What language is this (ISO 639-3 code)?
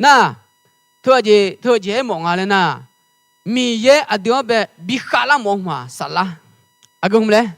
ahk